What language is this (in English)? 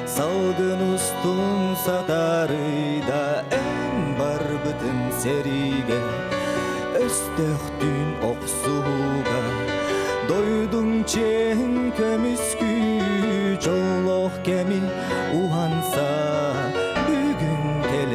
Yakut